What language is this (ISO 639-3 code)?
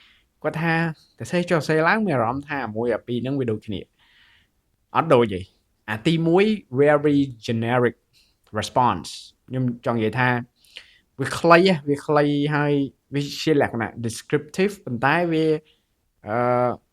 khm